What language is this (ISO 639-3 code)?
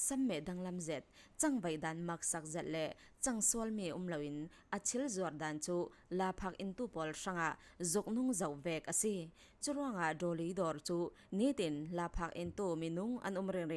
cfm